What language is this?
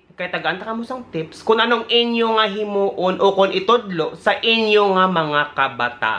Hiligaynon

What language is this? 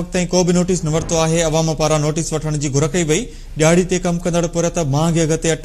Sindhi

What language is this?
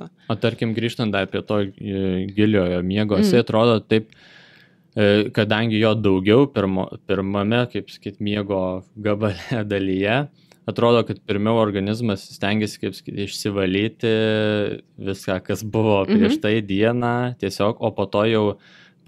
Lithuanian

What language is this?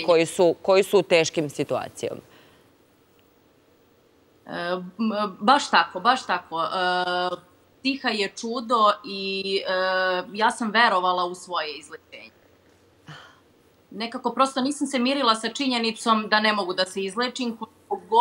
Serbian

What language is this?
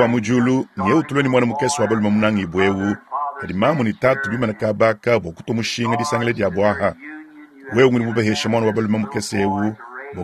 Luba-Lulua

